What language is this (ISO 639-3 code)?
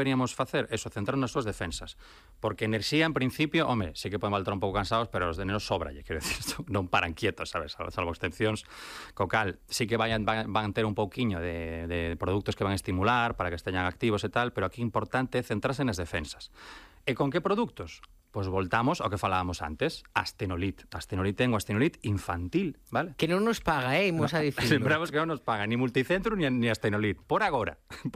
glg